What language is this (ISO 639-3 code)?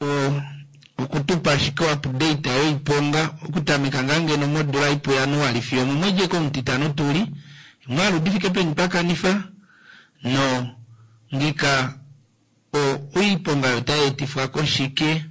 kua